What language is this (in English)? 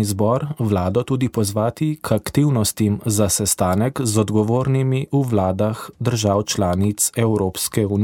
Slovenian